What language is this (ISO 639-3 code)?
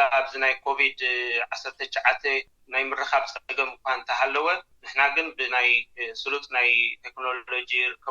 tir